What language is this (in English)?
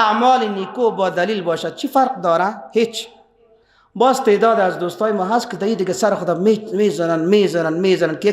Persian